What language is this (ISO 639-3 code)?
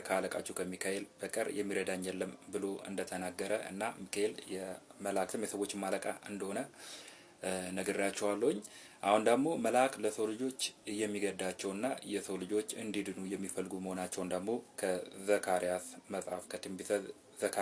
amh